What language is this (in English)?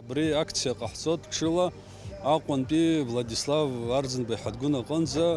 Abkhazian